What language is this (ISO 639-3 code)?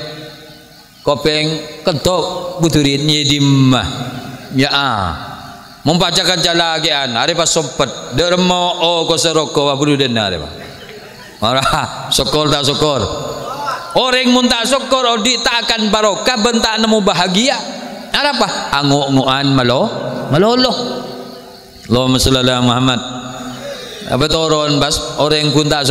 mad